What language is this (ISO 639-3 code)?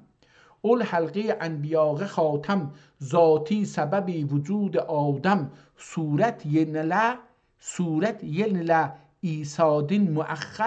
azb